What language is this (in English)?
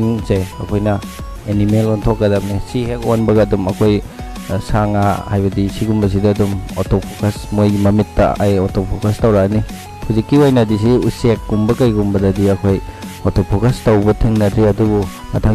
Manipuri